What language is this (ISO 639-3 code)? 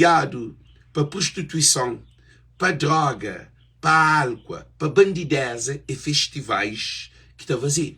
kea